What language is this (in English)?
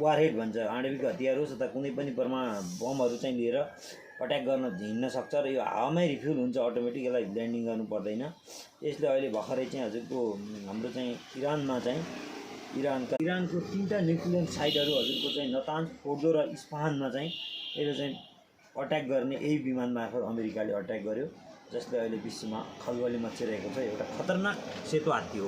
Nepali